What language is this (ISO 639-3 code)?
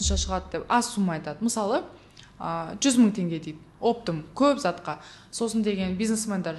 kaz